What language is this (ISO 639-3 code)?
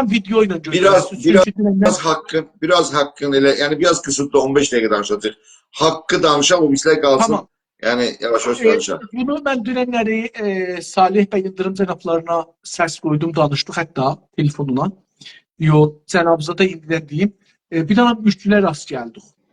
azb